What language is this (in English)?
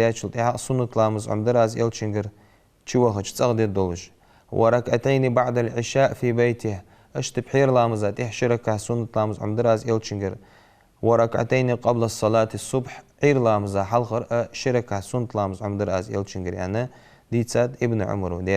Ingush